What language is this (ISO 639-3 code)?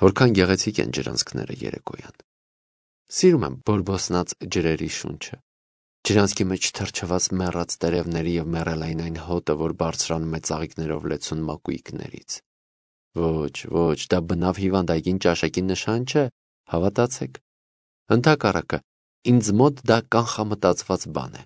hye